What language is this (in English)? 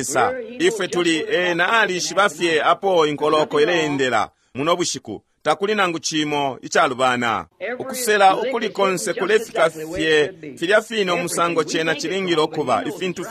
Bemba